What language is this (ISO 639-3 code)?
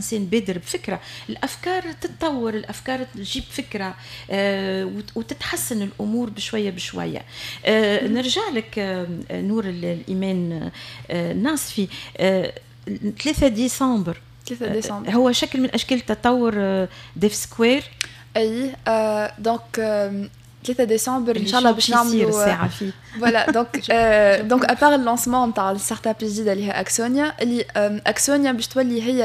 aeb